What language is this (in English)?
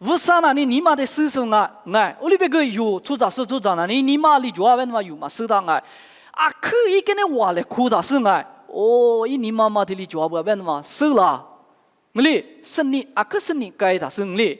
Lisu